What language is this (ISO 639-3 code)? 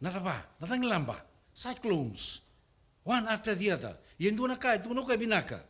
fij